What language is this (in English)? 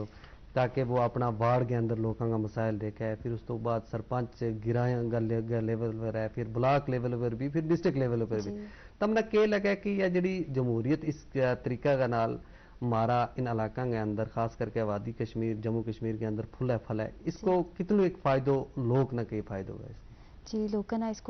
Gujari